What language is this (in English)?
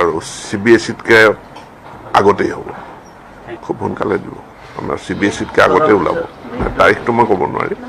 Assamese